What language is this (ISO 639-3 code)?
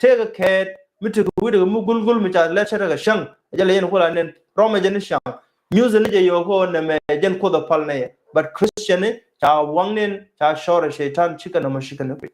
nus